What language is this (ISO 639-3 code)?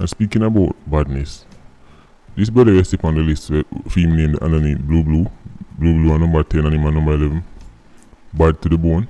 jam